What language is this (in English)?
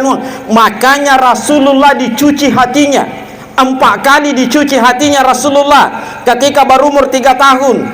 Buginese